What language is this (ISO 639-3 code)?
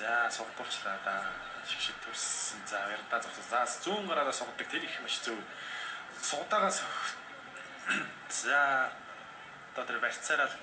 mon